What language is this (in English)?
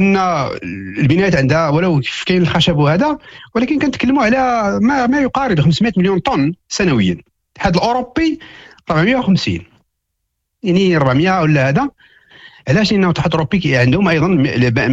Moroccan Arabic